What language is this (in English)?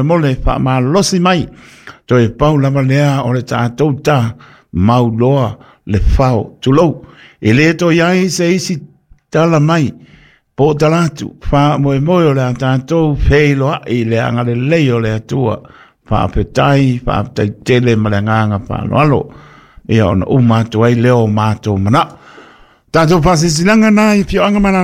Samoan